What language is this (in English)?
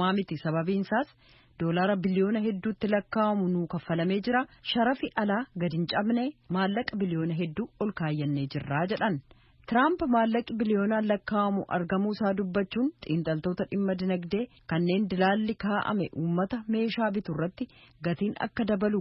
Oromo